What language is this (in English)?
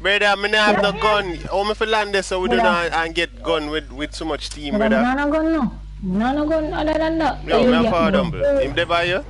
Jamaican Creole English